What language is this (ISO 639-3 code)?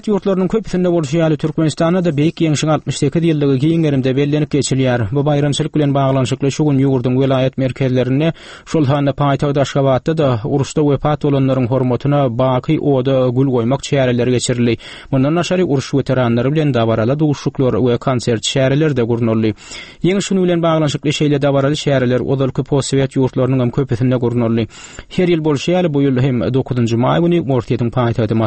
tuk